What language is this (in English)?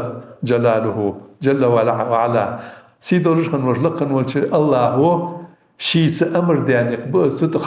Ingush